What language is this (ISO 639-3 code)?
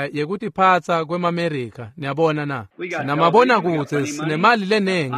ssw